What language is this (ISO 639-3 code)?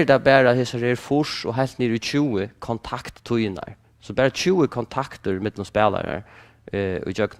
fao